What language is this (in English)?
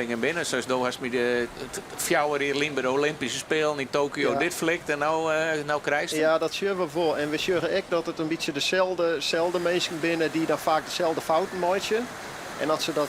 Western Frisian